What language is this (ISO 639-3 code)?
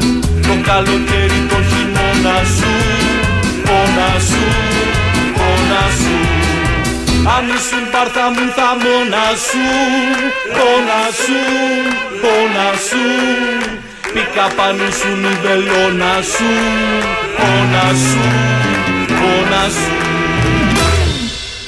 ell